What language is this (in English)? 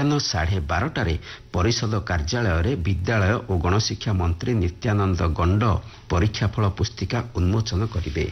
Odia